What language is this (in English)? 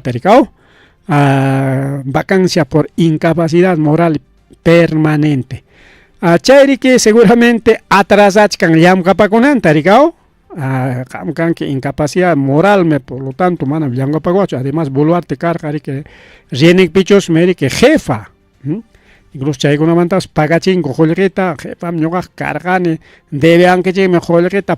Ayacucho Quechua